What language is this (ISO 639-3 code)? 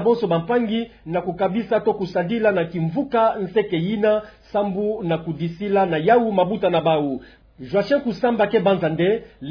ktu